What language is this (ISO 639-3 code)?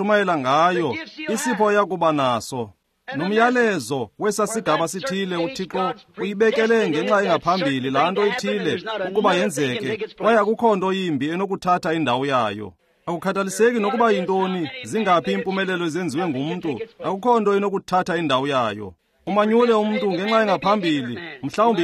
xho